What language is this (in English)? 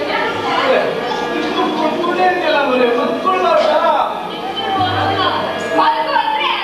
Kannada